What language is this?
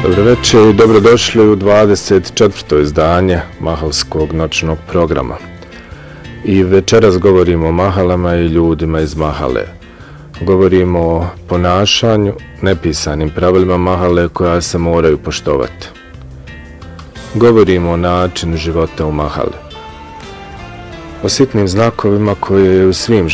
Bosnian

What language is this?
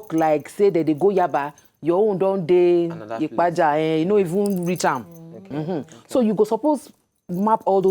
Nigerian Pidgin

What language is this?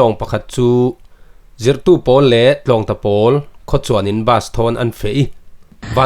Falam Chin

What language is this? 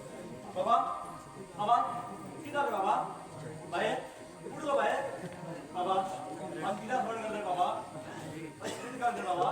Konkani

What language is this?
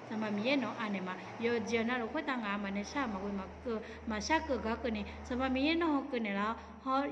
Akha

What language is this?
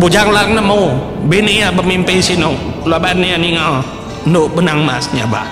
Iban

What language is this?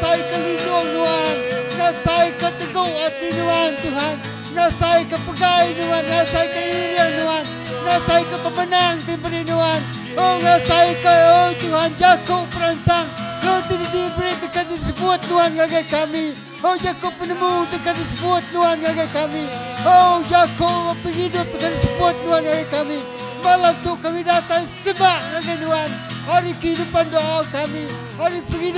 Iban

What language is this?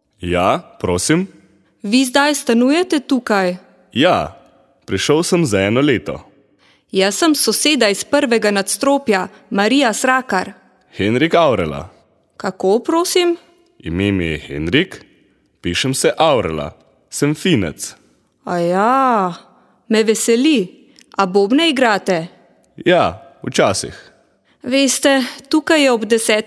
Slovenian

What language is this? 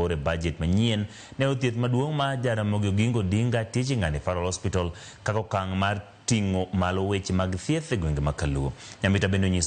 Luo (Kenya and Tanzania)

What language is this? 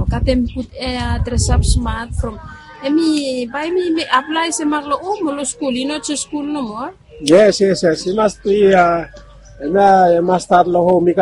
Bislama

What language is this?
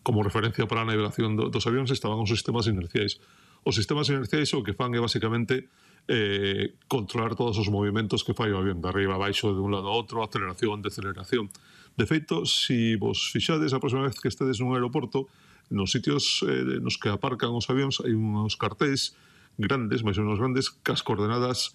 Galician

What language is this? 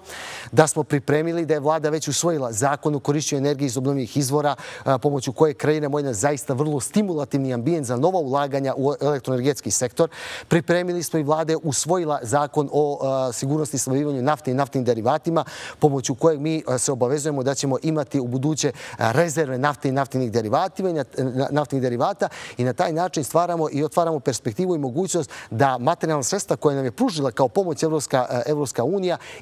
Serbian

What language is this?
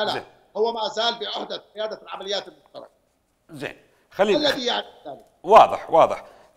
Mesopotamian Arabic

